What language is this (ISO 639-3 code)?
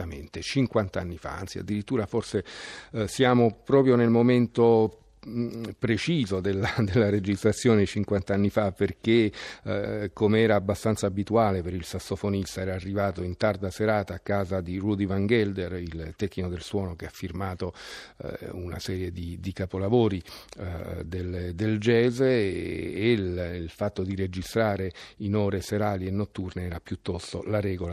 ita